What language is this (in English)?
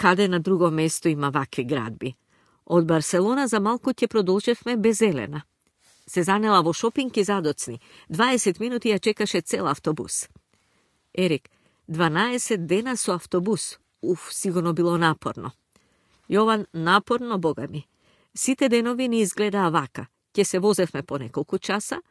Macedonian